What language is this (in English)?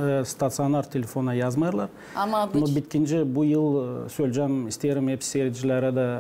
Gagauz